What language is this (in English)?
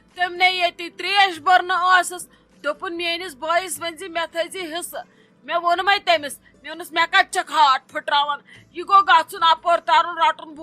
Kashmiri